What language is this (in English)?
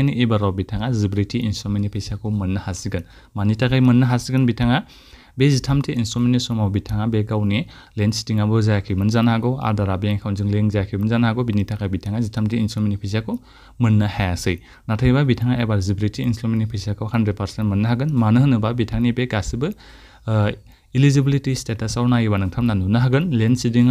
Bodo